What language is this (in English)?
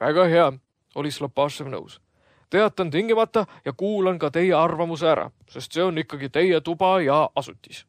Estonian